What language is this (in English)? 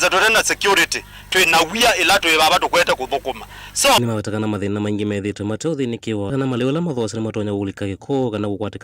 Kamba